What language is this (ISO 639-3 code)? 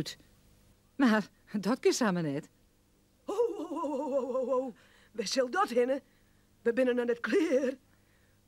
fry